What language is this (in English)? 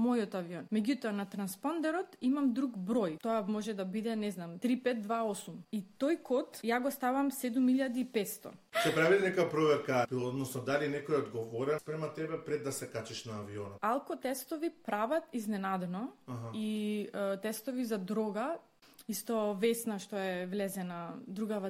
Macedonian